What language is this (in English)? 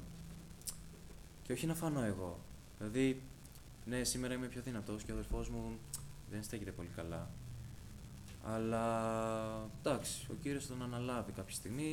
Greek